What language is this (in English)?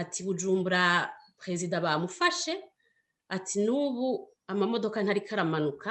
Rundi